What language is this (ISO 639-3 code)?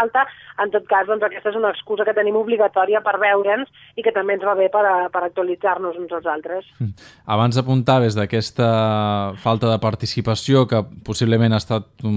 cat